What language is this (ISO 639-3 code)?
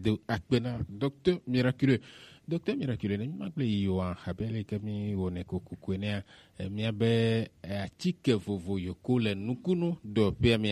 gej